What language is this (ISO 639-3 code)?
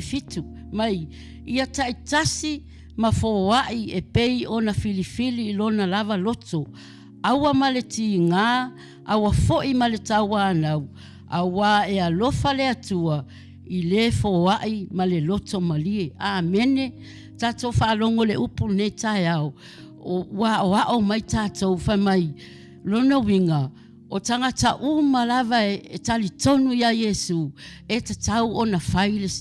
smo